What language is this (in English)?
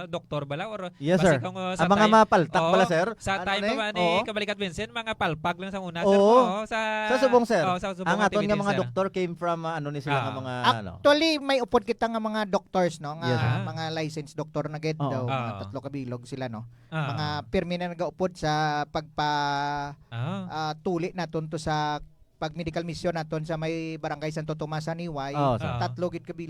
Hiligaynon